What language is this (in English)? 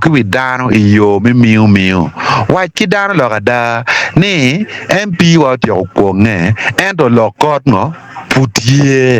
Acoli